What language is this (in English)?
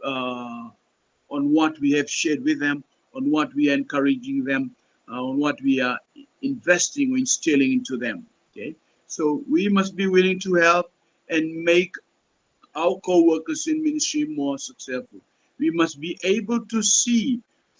Pohnpeian